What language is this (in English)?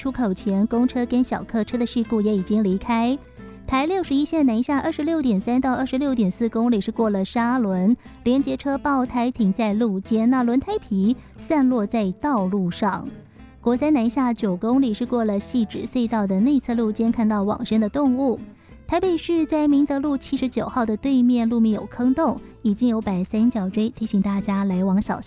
Chinese